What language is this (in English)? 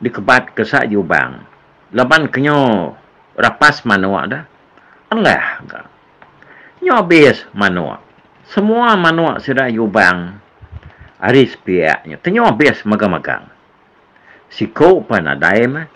Iban